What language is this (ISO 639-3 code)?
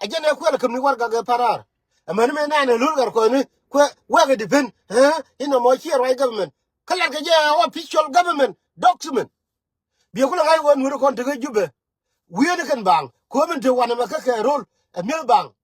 nus